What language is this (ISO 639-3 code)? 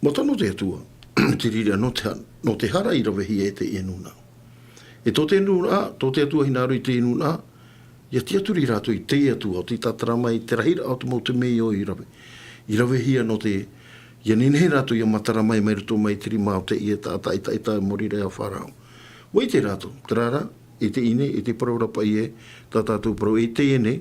tah